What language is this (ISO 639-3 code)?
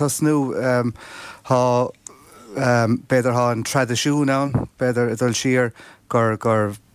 gle